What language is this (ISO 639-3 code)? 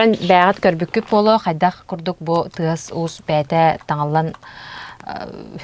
sah